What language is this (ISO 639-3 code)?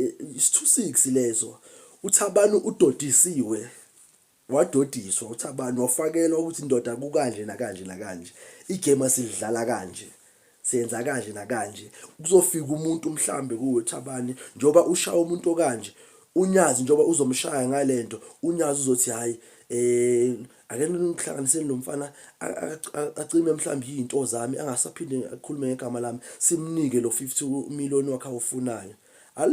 zul